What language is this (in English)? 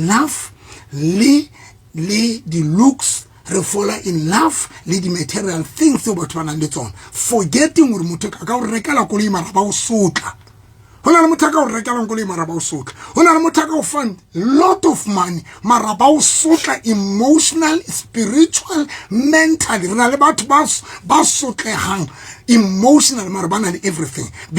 Southern Sotho